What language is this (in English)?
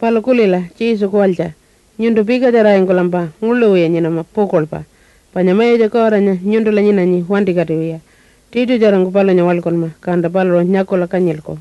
Pitjantjatjara